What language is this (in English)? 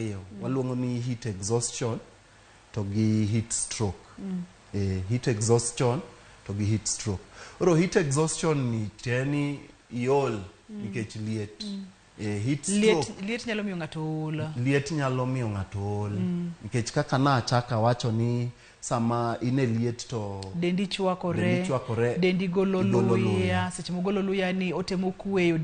Luo (Kenya and Tanzania)